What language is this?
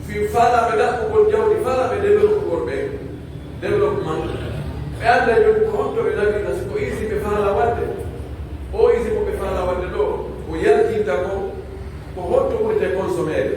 Pular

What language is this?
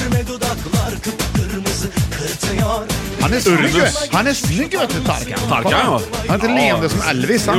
Swedish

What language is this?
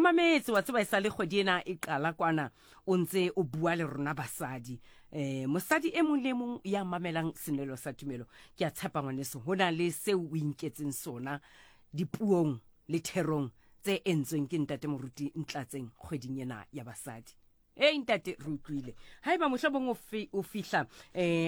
Southern Sotho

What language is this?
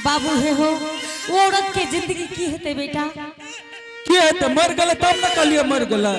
Angika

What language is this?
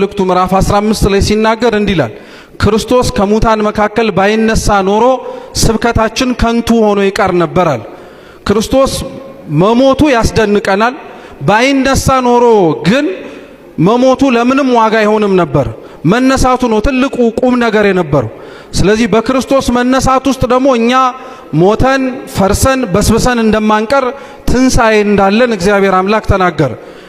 Amharic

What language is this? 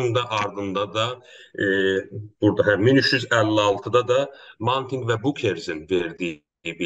South Azerbaijani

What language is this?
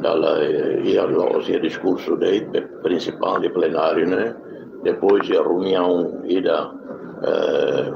Tetum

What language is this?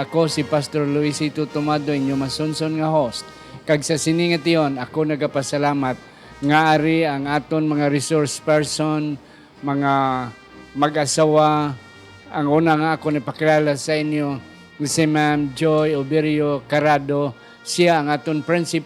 Hiligaynon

